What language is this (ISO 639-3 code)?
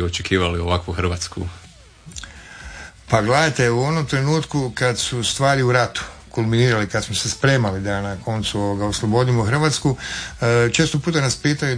hrv